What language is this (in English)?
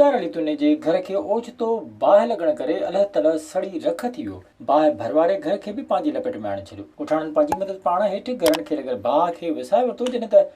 Sindhi